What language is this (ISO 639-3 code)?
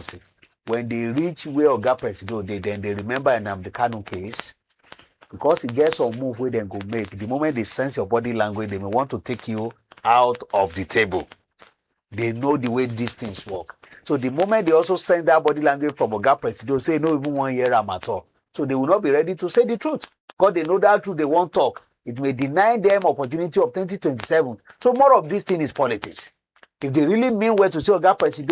pcm